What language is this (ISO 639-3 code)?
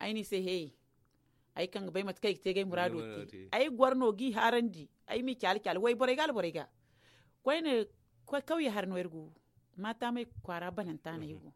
dje